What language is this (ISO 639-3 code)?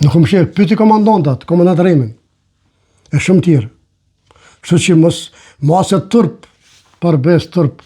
sqi